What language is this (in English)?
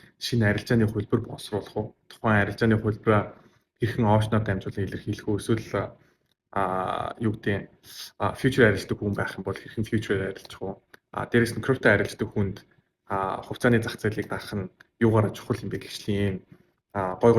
Mongolian